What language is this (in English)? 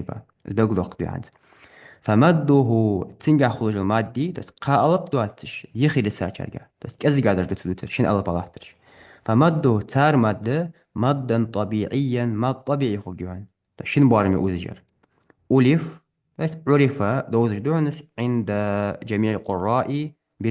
Ingush